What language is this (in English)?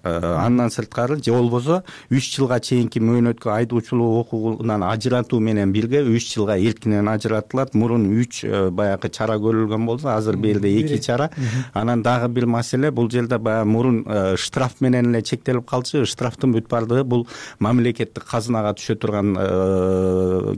Kyrgyz